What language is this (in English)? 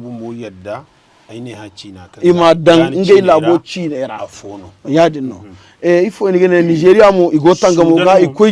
Zarma